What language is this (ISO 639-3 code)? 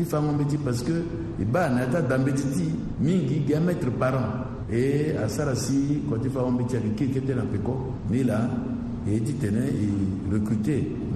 sag